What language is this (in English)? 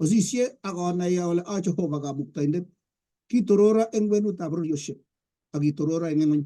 Kalenjin